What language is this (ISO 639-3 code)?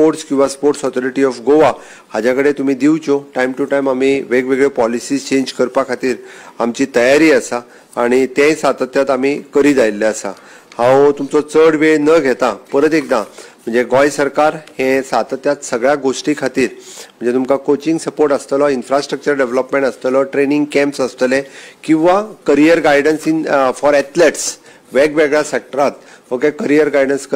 kok